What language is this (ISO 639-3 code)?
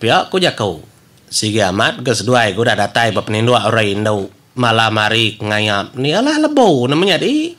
iba